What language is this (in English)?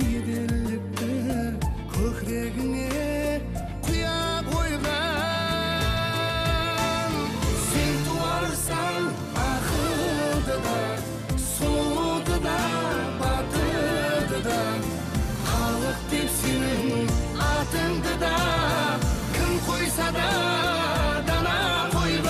Kara-Kalpak